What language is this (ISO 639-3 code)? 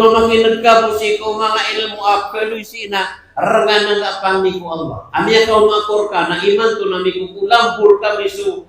mrw